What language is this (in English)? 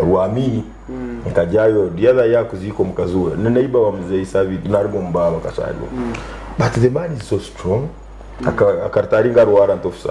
Nyankole